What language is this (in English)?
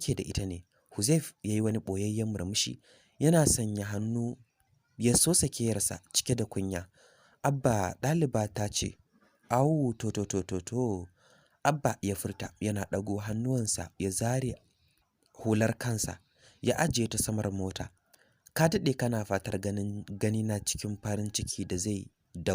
Hausa